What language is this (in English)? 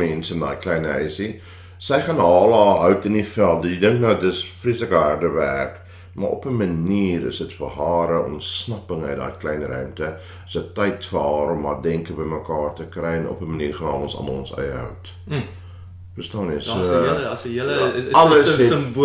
Afrikaans